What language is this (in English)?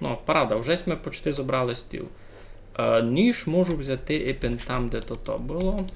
Rusyn